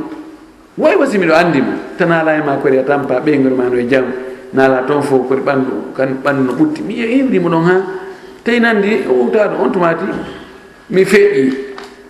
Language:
Fula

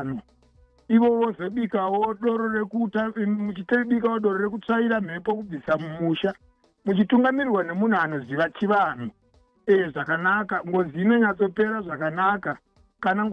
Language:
Shona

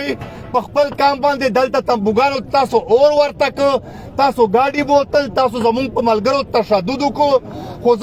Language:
Pashto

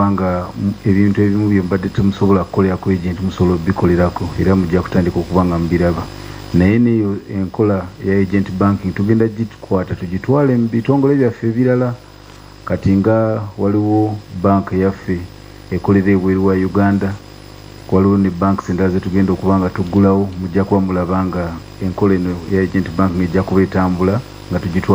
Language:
Ganda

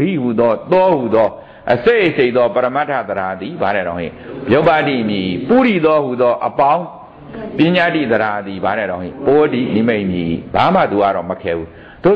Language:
Burmese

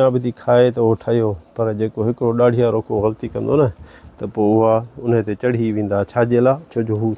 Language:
Sindhi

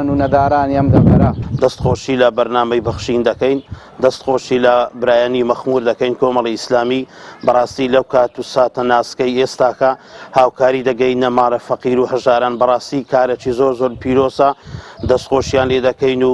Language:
Central Kurdish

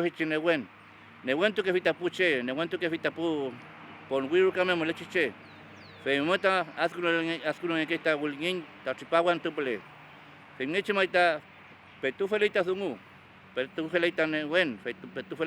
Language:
Mapuche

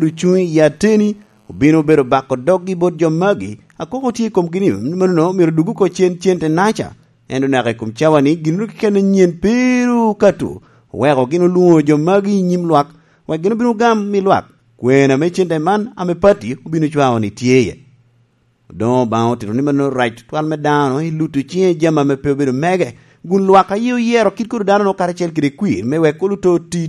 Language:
Lango (Uganda)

